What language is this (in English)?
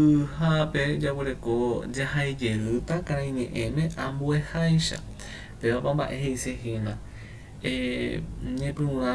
Guarani